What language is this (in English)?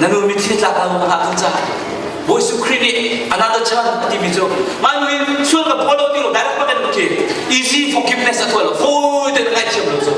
Hakha Chin